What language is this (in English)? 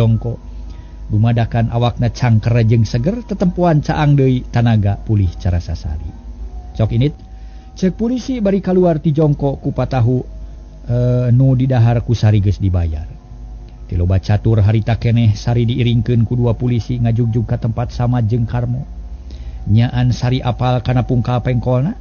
Sundanese